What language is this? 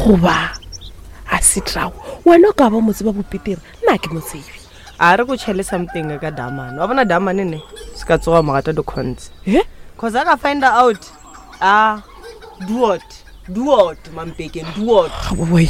Northern Sotho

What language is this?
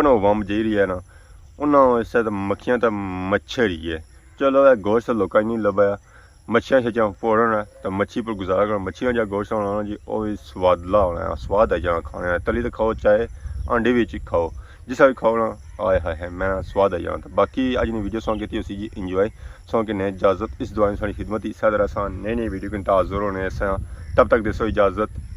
Pahari-Potwari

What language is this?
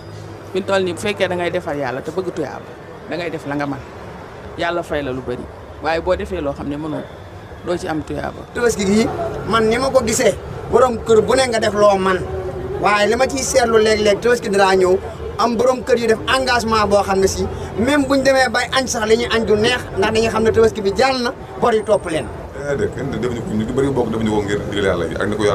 Wolof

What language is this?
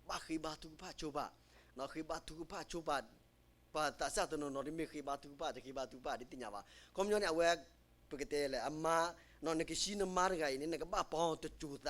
S'gaw Karen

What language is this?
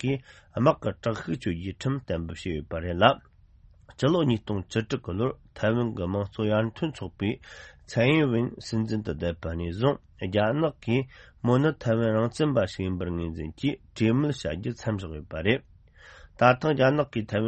Tibetan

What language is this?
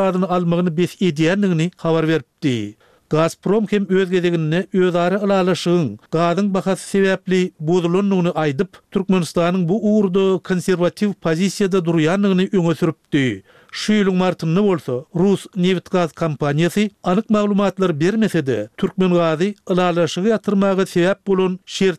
Turkmen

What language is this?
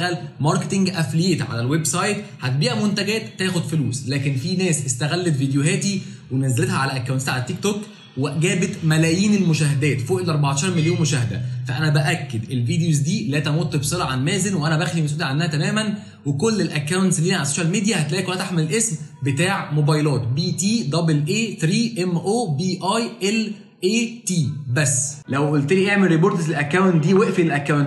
Egyptian Arabic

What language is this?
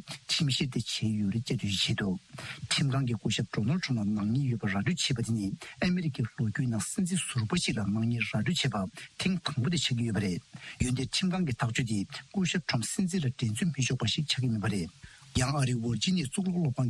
Tibetan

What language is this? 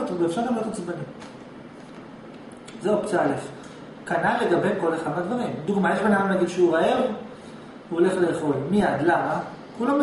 Hebrew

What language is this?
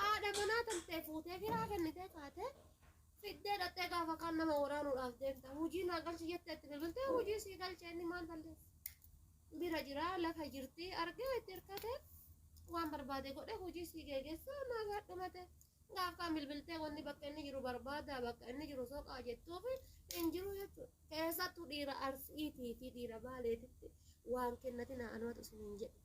Oromo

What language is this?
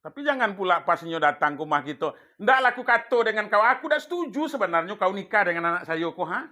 Minangkabau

